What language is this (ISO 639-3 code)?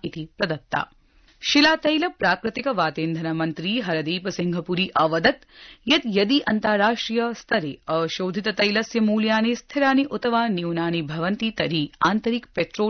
san